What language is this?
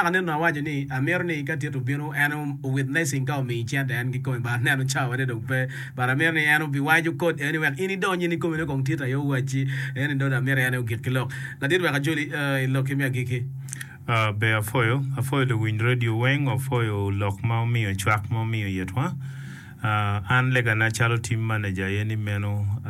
Acoli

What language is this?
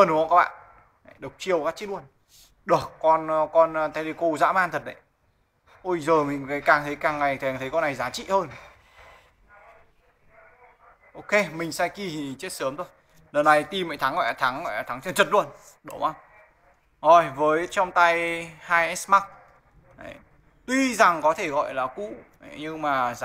Vietnamese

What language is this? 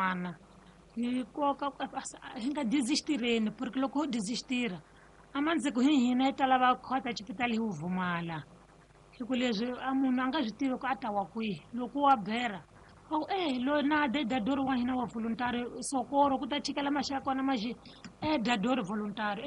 Tsonga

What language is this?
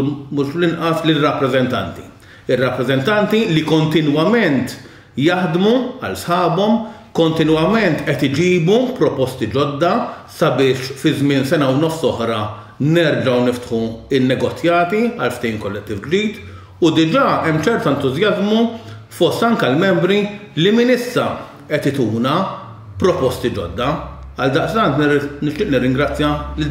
Maltese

